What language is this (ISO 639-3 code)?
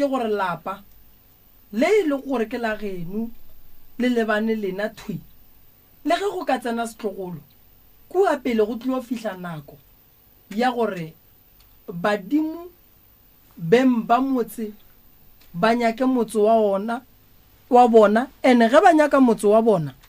nso